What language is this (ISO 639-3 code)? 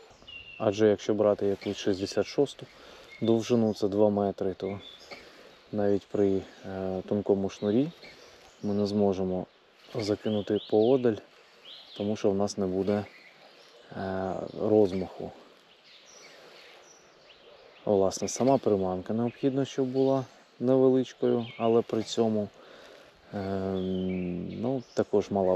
ukr